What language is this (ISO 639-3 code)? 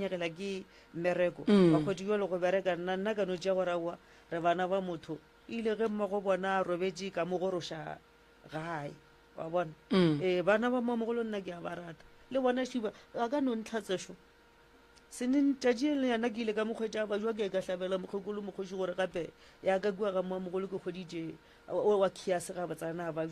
nso